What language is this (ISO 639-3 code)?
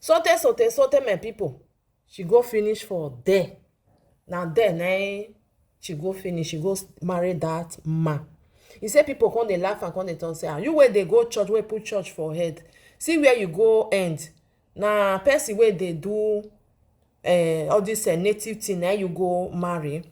pcm